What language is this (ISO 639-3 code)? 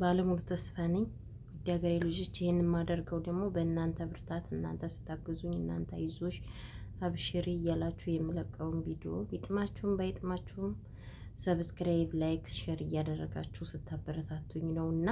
amh